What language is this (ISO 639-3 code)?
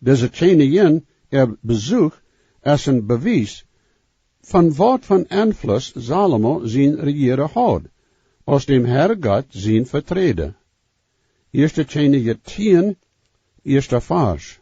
pdt